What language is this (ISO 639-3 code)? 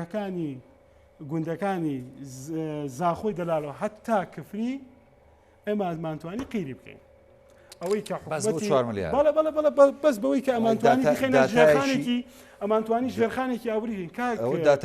ckb